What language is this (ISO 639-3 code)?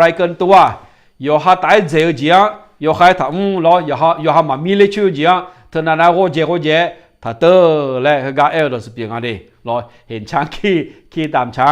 ahk